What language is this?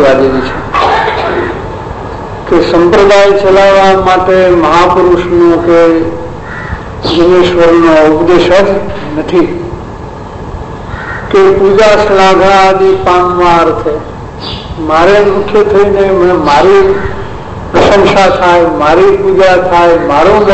Gujarati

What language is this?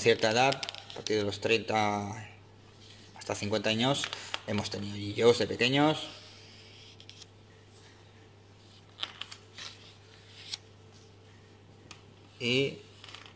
Spanish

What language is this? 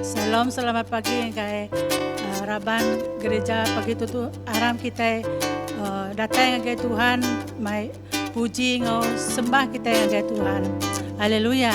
Iban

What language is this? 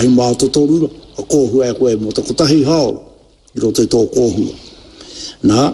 Māori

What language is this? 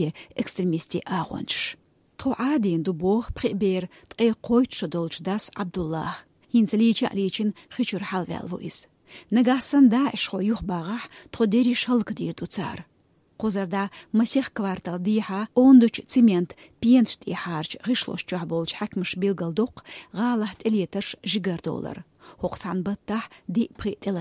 Chechen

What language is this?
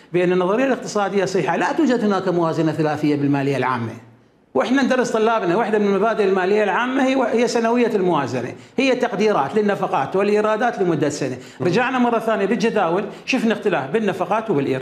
Mesopotamian Arabic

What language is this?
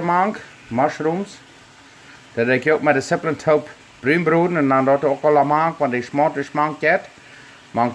Plautdietsch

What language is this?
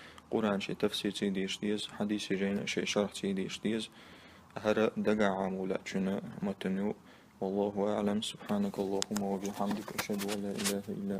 Chechen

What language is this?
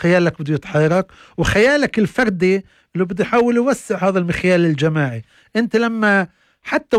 North Levantine Arabic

